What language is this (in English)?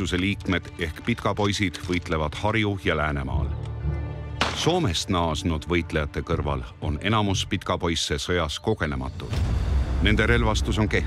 Estonian